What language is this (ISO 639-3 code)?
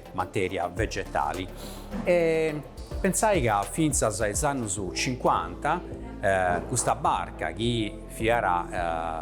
srd